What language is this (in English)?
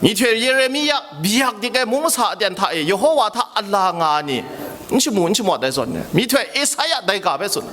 Kachin